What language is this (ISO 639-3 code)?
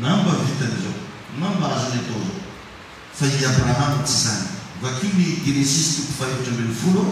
mlg